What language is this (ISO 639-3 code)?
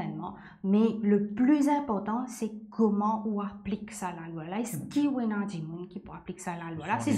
mfe